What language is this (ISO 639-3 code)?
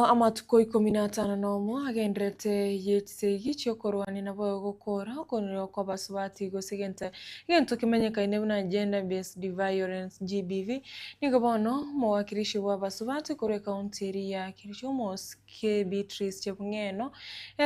guz